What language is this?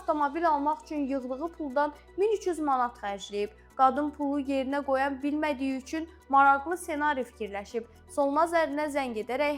Azerbaijani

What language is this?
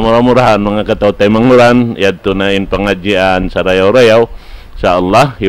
Tausug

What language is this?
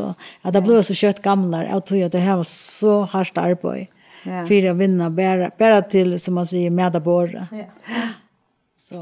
Faroese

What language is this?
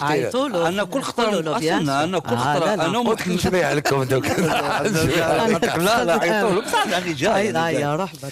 Algerian Arabic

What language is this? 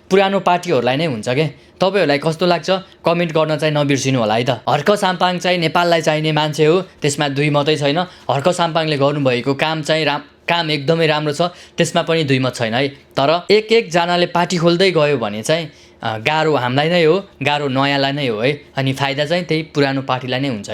Nepali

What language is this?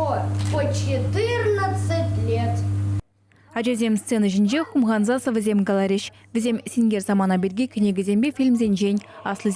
Chuvash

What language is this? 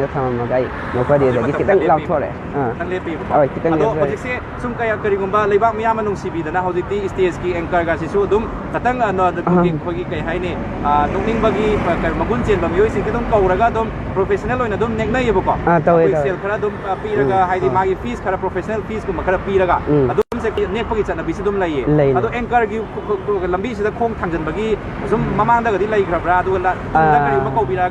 Manipuri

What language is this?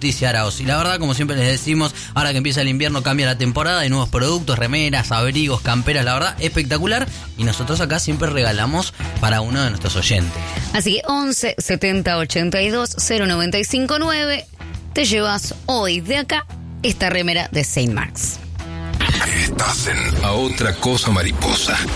Spanish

